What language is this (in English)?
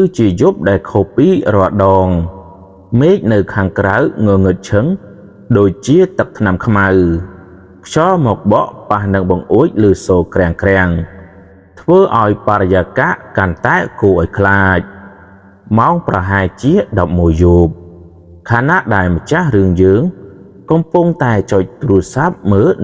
Khmer